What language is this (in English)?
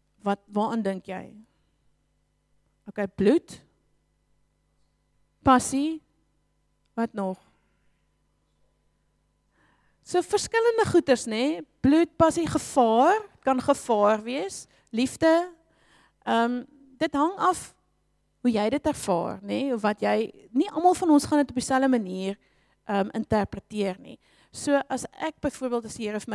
Afrikaans